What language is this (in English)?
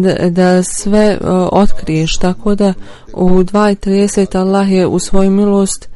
Bosnian